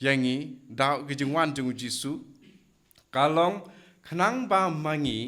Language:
Khasi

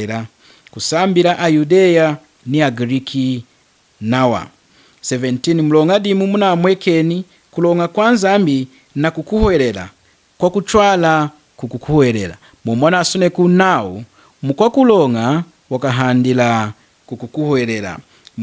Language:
Lunda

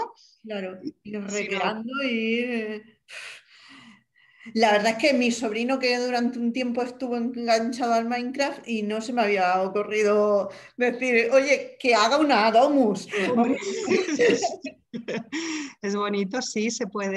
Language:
Spanish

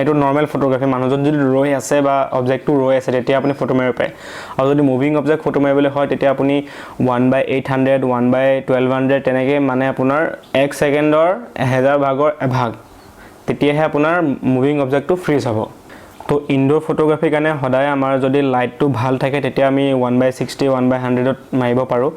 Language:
Assamese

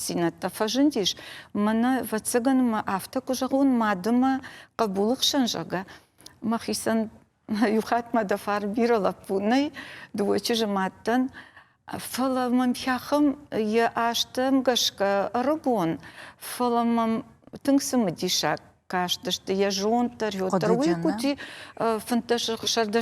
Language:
Ossetic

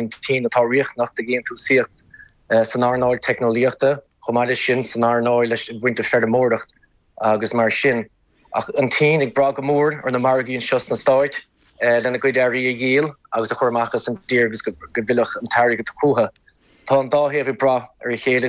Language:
Irish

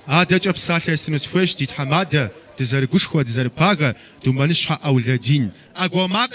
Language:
Kabardian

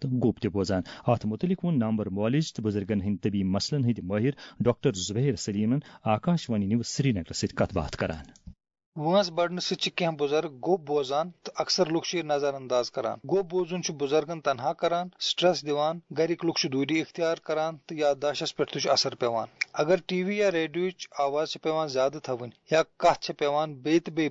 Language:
Kashmiri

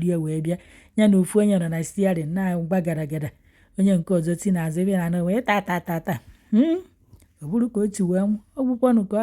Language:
Igbo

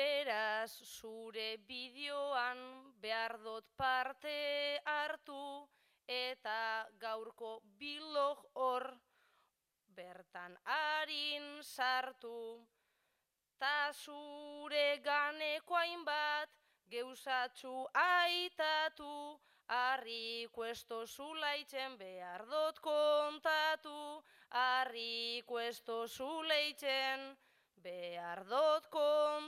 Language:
Basque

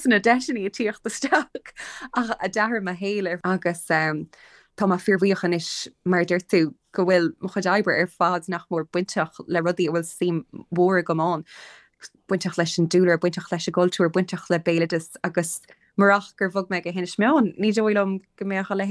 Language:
Irish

